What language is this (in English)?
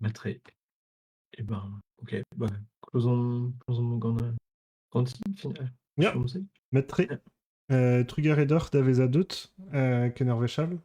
Breton